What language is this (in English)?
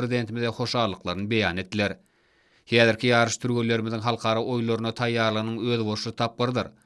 Turkmen